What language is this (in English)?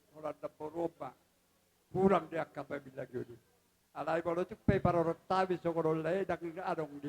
Batak Toba